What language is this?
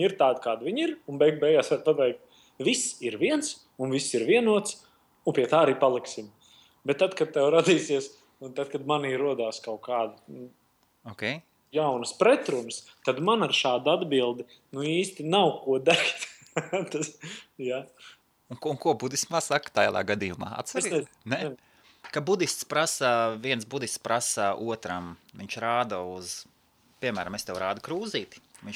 Latvian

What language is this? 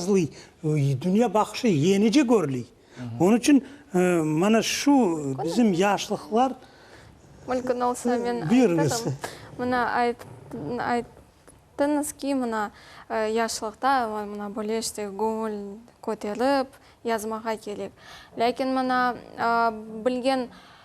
Crimean Tatar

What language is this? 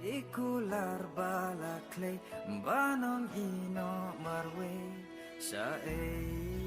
Khasi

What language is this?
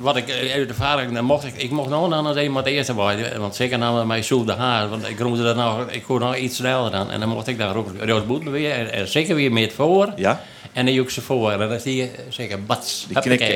Western Frisian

